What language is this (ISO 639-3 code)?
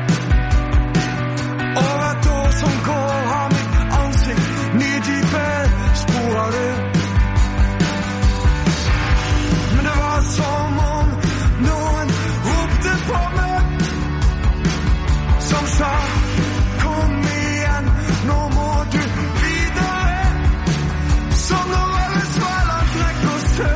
nor